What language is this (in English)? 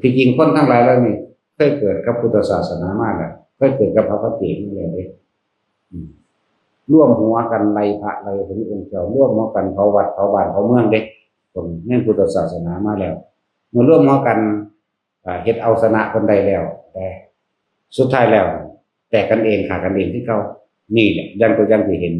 Northeastern Thai